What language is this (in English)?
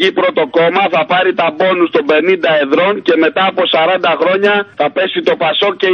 Greek